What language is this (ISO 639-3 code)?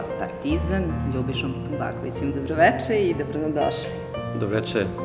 srp